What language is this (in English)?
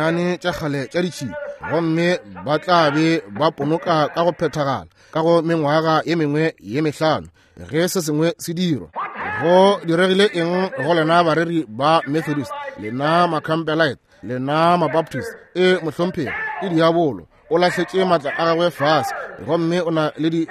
Northern Sotho